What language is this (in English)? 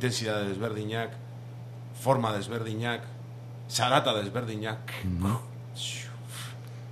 Basque